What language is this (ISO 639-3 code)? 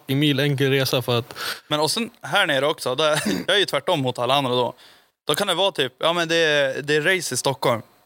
swe